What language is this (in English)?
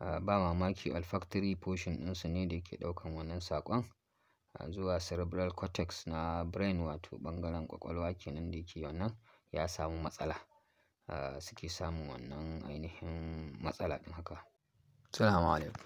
Hausa